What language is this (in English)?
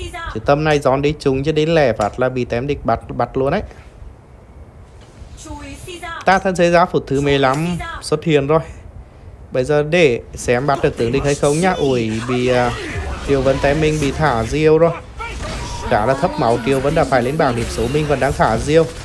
Vietnamese